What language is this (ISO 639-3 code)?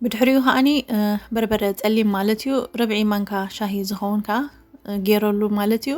tir